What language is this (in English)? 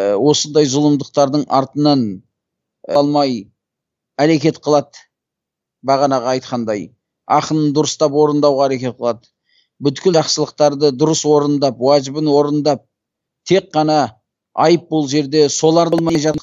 Kazakh